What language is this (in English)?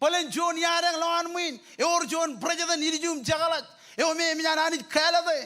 Marshallese